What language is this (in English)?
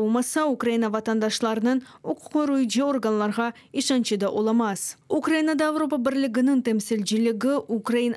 Crimean Tatar